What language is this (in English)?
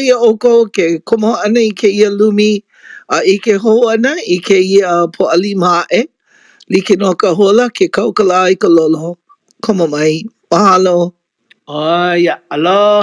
Hawaiian